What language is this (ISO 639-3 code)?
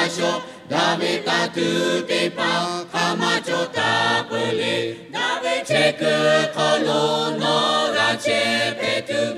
lhu